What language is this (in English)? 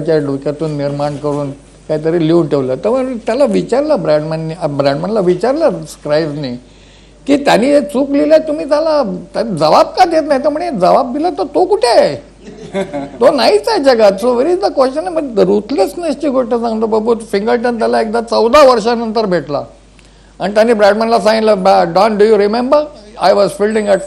Marathi